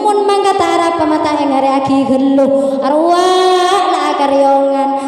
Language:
Madurese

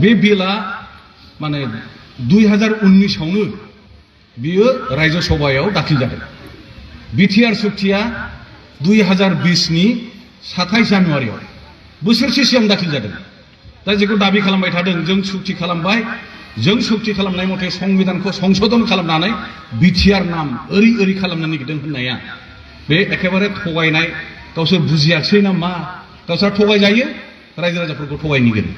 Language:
Bodo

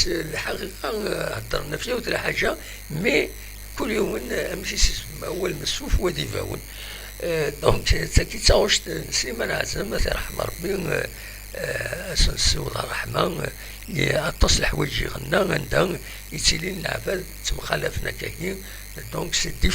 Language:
Kabyle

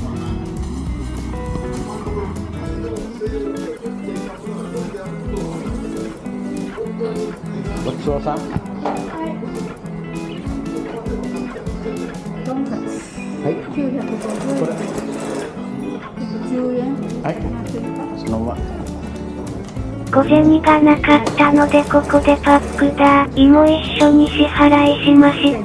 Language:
Japanese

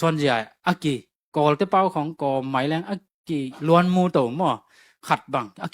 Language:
Tedim Chin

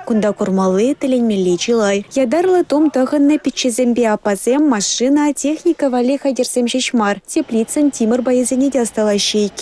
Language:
Chuvash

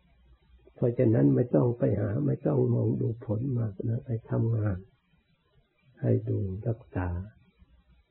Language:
Thai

